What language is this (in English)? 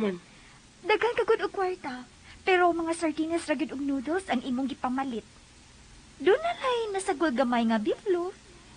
Cebuano